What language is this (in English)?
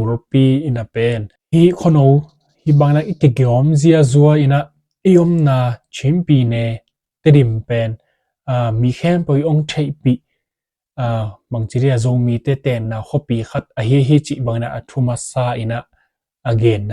Tedim Chin